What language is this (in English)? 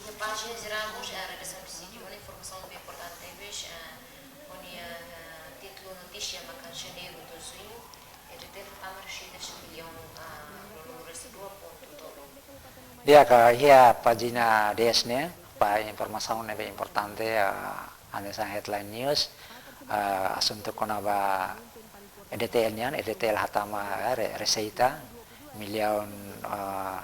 Tetum